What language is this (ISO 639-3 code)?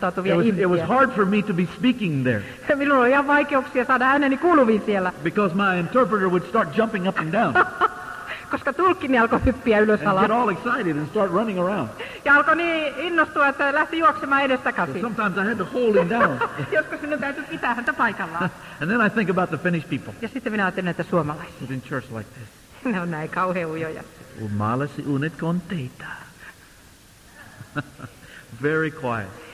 fin